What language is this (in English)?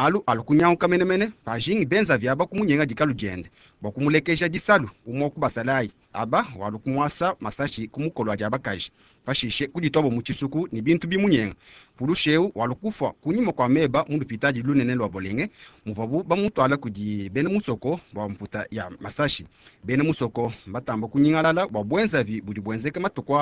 Luba-Lulua